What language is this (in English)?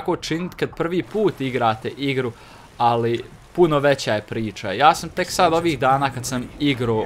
Croatian